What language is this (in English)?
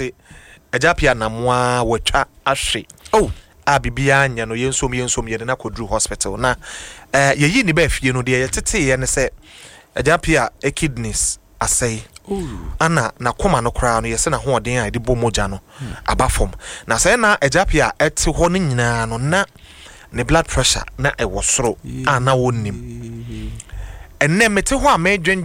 Akan